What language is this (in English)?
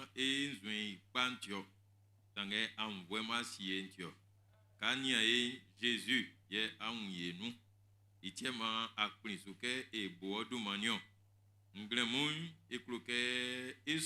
Baoulé